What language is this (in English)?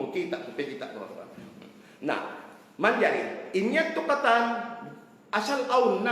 Tausug